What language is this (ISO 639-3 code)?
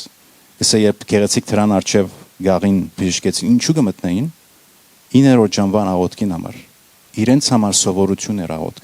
hyw